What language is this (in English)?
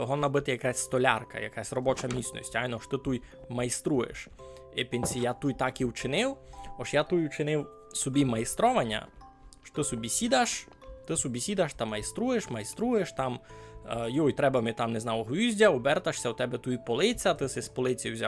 Rusyn